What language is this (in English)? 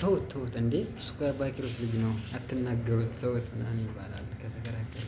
Amharic